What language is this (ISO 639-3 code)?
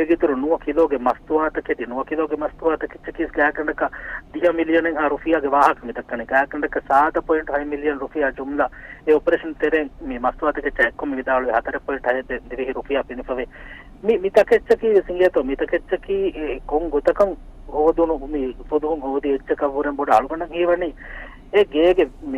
div